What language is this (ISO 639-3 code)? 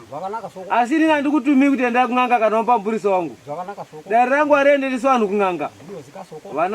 sna